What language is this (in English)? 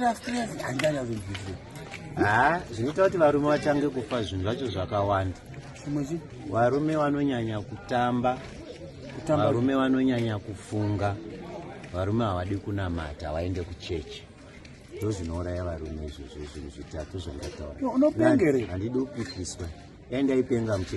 Shona